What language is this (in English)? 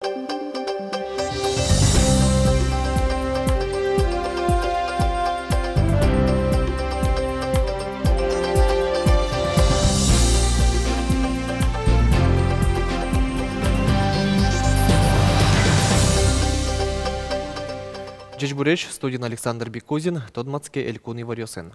Udmurt